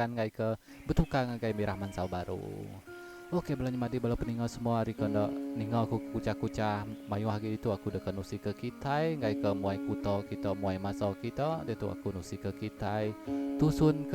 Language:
Iban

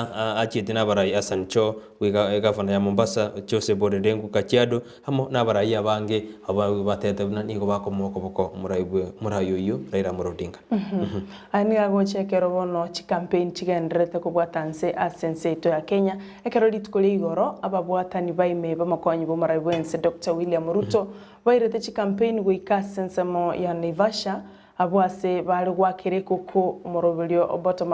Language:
Gusii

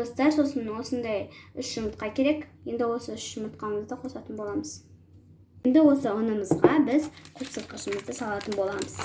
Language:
Kazakh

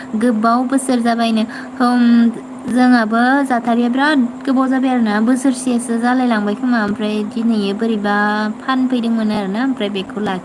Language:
Bodo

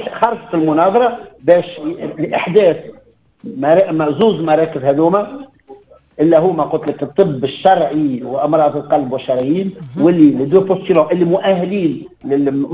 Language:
Tunisian Arabic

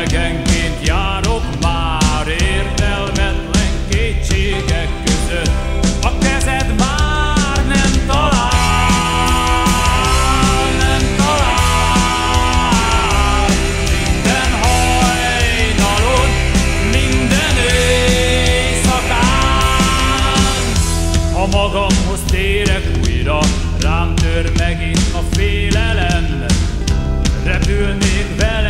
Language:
Hungarian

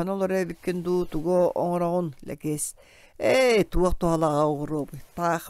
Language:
Yakut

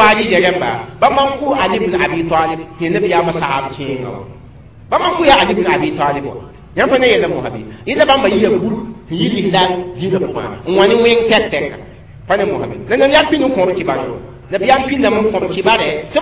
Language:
Mossi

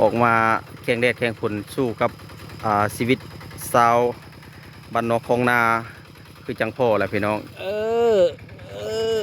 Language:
Lao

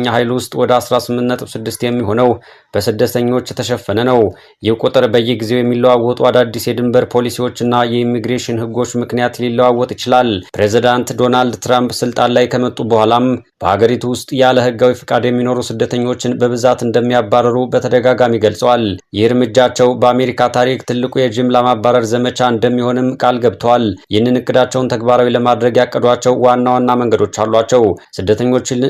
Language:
Amharic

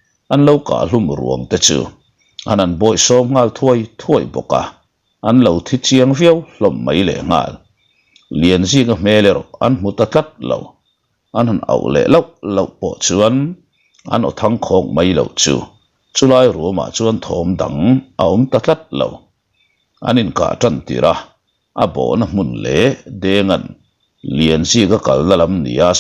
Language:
Mizo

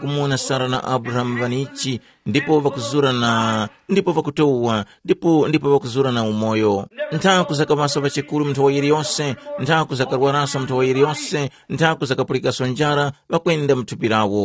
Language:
Tumbuka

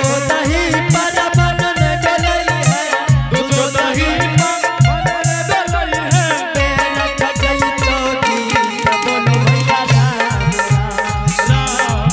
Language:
Angika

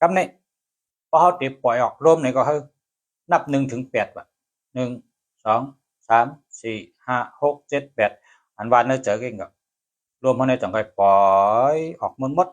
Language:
Shan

